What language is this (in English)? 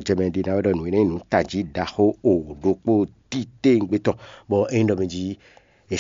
Fon